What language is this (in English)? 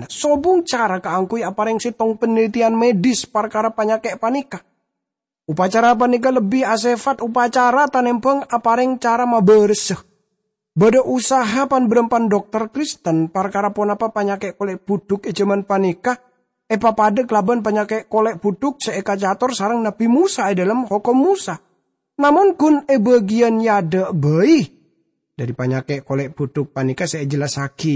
Madurese